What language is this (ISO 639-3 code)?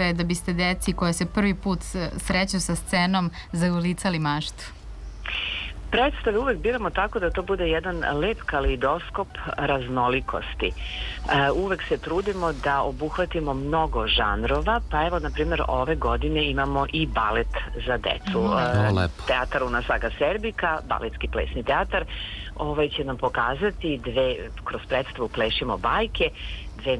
srp